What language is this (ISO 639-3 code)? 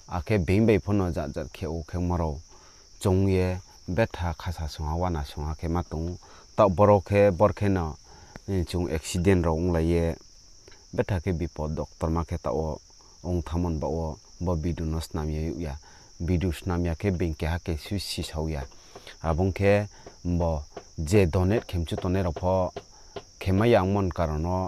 ria